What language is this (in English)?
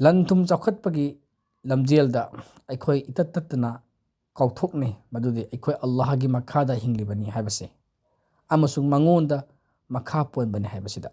Manipuri